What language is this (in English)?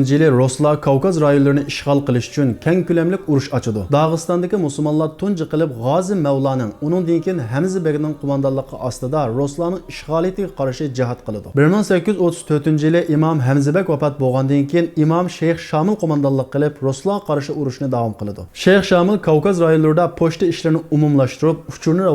Uyghur